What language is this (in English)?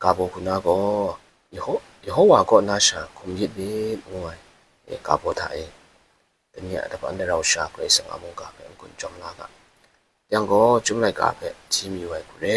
Kachin